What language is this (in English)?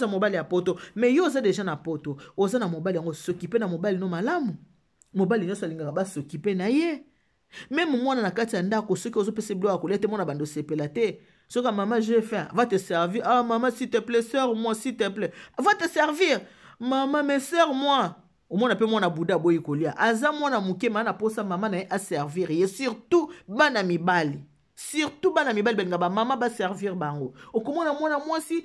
Lingala